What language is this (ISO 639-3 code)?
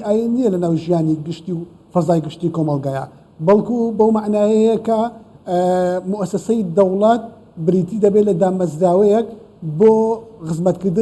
ckb